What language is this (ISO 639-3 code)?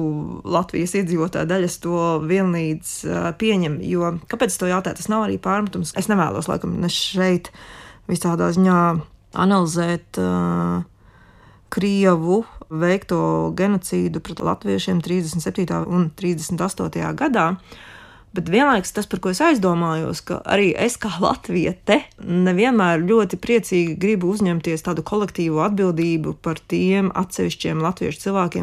lav